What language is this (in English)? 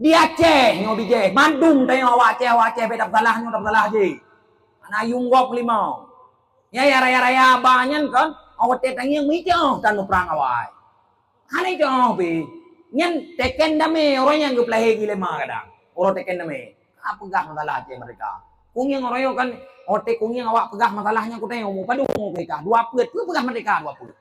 Achinese